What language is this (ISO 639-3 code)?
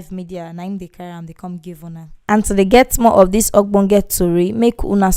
pcm